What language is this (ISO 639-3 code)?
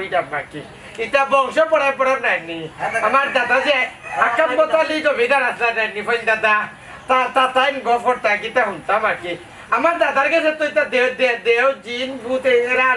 syl